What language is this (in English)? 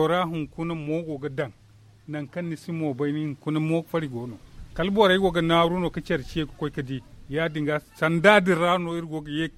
Zarma